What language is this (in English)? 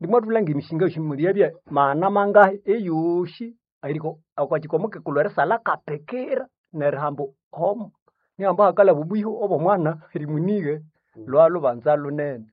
Nande